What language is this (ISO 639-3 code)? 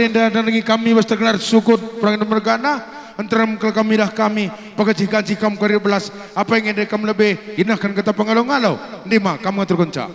btx